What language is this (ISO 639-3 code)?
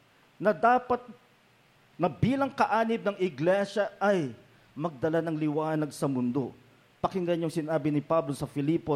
fil